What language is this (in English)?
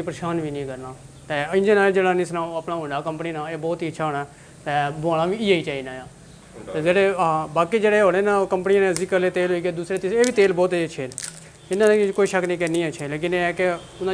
Pahari-Potwari